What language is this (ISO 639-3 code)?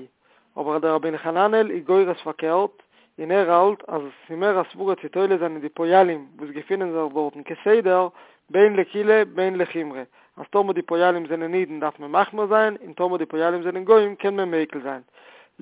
yid